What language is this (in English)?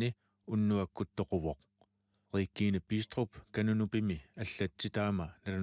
Kalaallisut